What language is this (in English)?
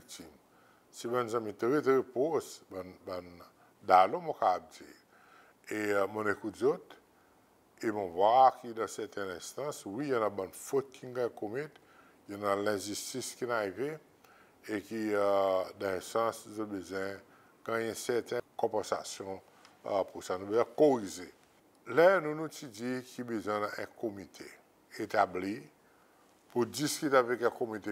Seselwa Creole French